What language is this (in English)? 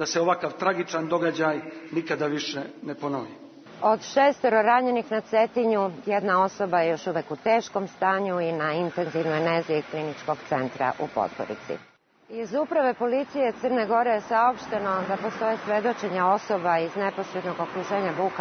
Serbian